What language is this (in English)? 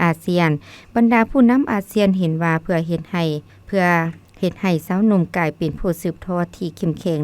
Lao